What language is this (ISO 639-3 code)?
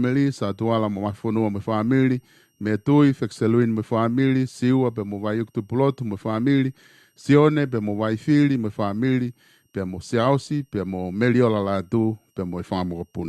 ton